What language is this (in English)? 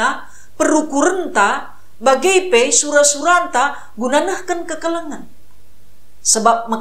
Batak Karo